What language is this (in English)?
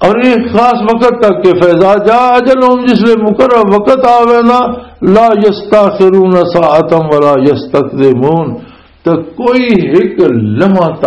Western Panjabi